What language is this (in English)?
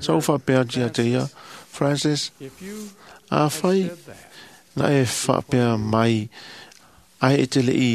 Samoan